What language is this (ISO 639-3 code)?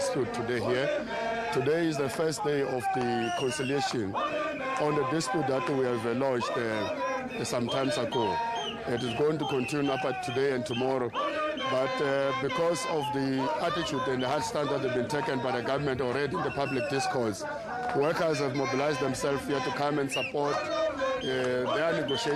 eng